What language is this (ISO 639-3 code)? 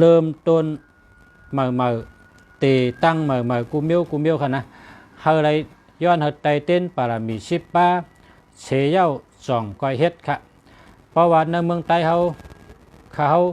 shn